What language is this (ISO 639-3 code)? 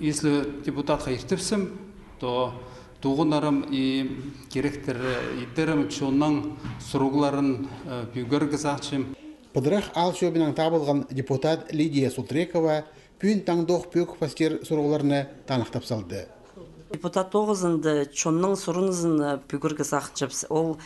kjh